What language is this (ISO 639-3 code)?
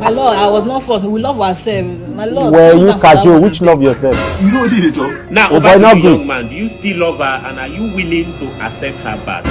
pcm